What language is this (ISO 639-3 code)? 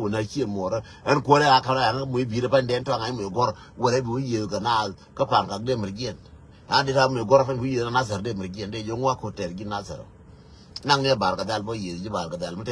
nus